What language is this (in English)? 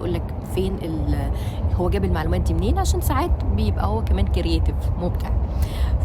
Egyptian Arabic